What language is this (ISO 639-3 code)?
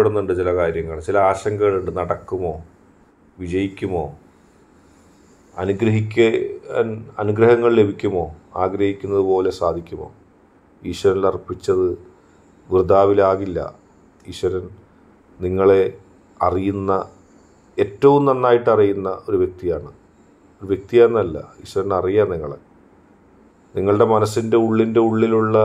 mal